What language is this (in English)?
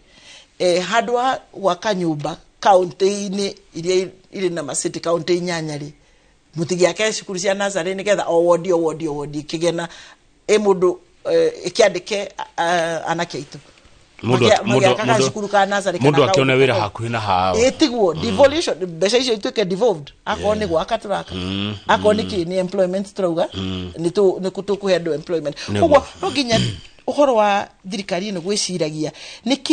Kikuyu